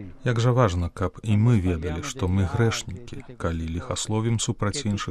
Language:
Belarusian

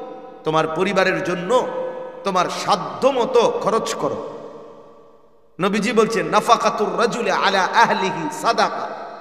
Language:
Bangla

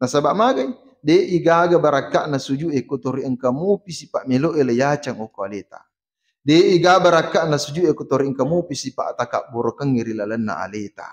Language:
Buginese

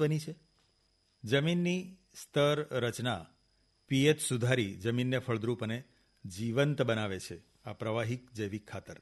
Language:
Gujarati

